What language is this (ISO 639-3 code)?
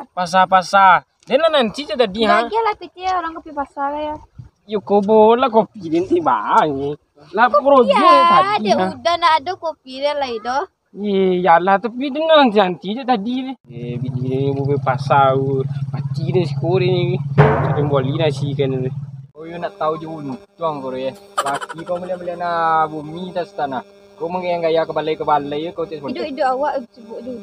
min